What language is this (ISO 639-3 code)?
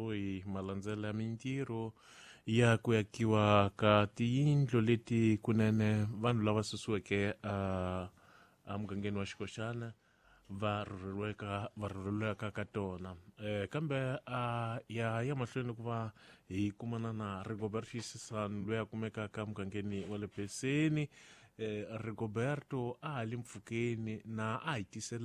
tso